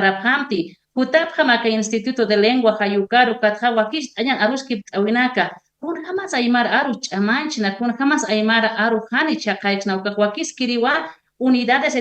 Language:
Aymara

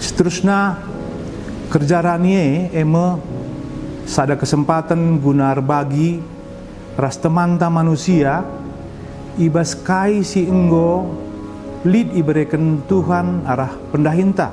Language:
Batak Karo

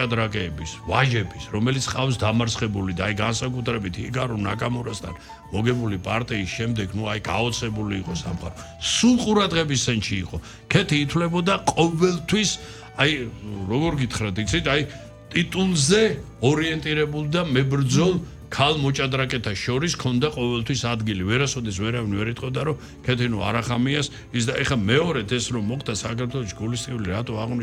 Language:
Georgian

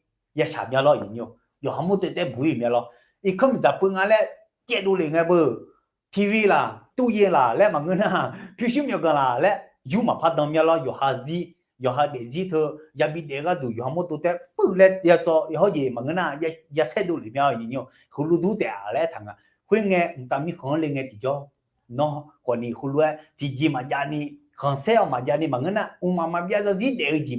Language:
Akha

